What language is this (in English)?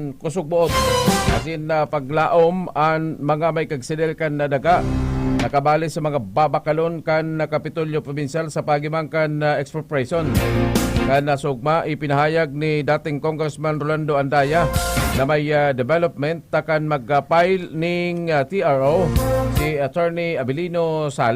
Bikol